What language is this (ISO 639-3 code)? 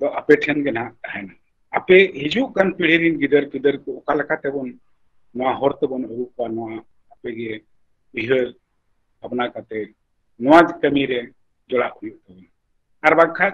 sat